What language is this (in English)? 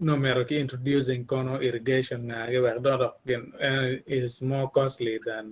Acoli